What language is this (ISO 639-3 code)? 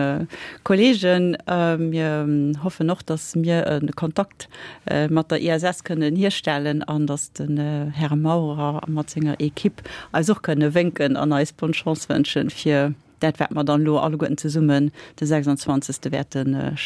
ltz